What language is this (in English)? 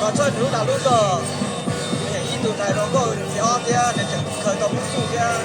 Hmong